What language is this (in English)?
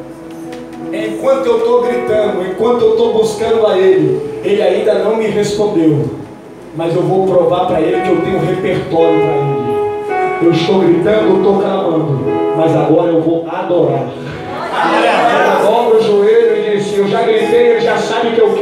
Portuguese